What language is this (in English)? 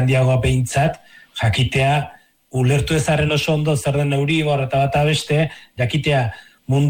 Basque